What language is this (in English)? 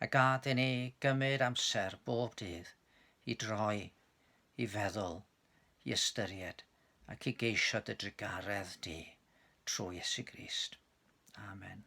Welsh